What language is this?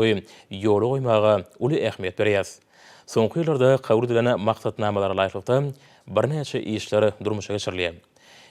Turkmen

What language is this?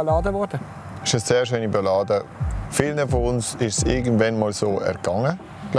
Swiss German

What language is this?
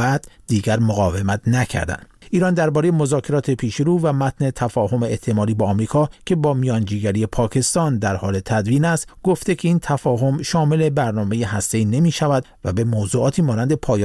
Persian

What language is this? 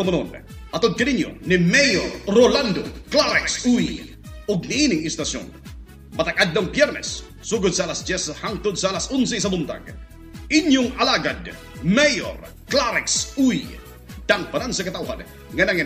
Cebuano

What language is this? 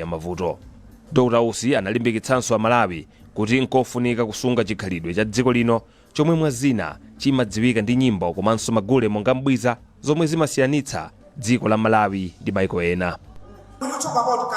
Nyanja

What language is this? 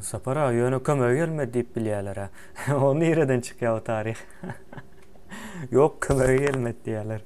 Turkmen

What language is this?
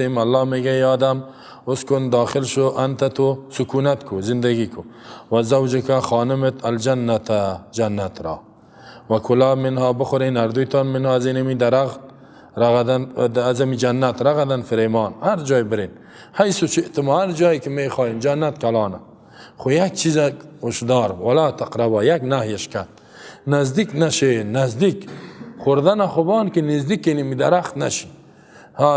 Persian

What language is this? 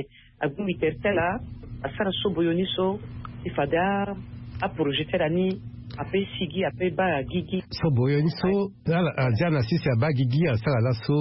Sango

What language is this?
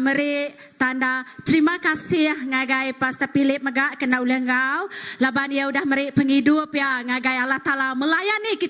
Iban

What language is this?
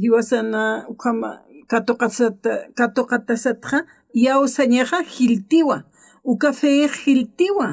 Aymara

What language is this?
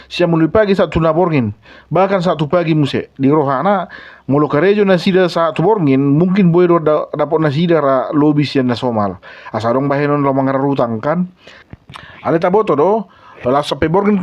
Batak Toba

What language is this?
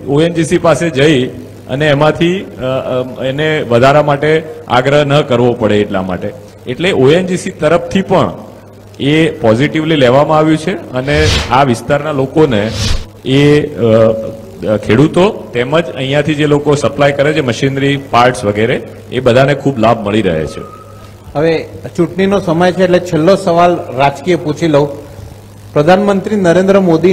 Gujarati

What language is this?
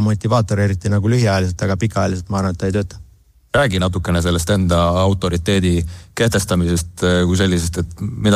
Estonian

